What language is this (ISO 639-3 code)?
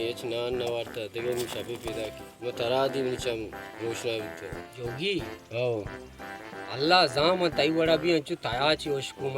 bal